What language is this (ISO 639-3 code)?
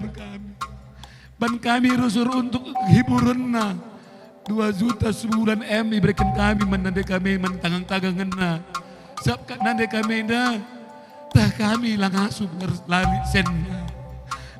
btx